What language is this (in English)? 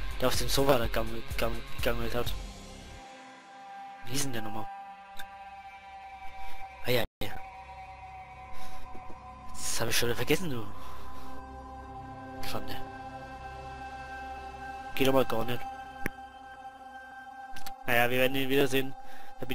German